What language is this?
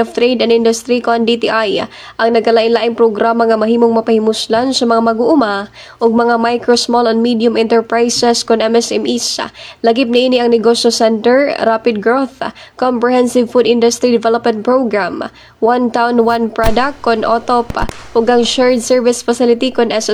Cebuano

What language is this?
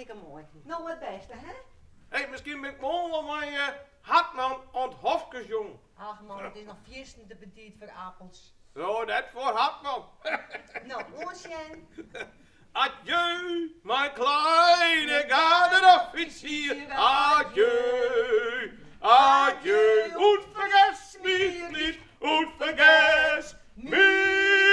Western Frisian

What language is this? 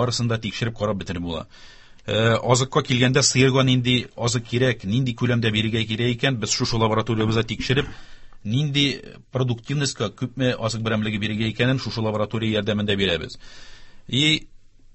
Tatar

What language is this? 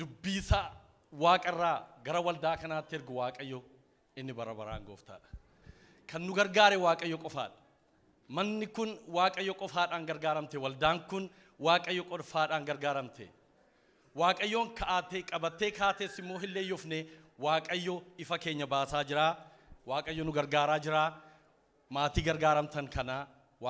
Oromo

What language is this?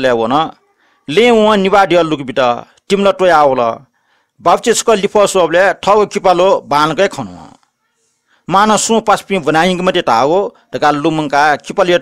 Newari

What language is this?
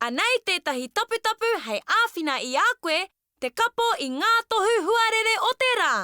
Māori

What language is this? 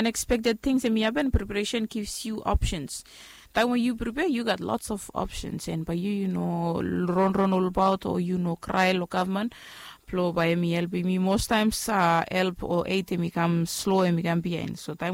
Bislama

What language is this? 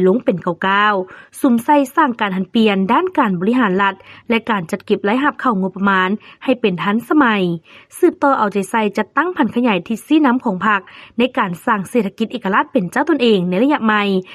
Lao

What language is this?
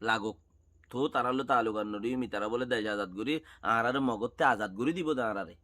Rohingya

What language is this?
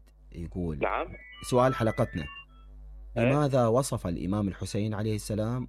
Mesopotamian Arabic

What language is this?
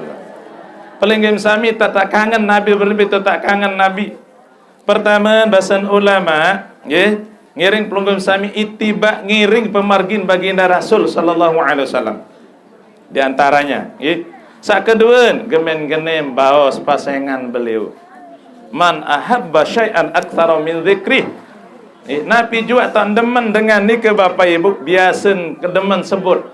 Sasak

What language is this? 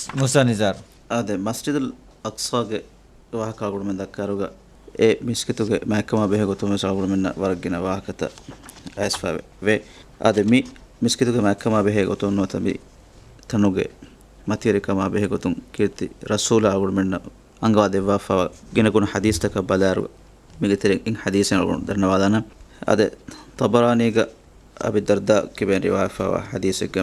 Divehi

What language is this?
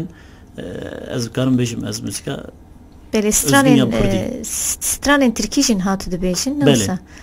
Kurdish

